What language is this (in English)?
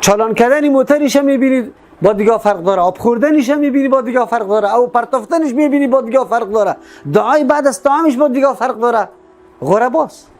Persian